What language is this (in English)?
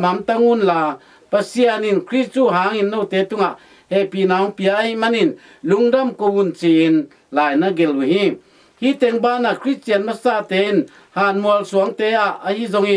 Tedim Chin